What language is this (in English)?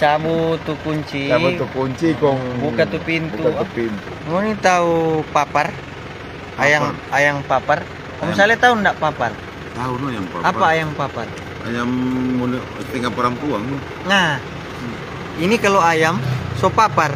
Manado Malay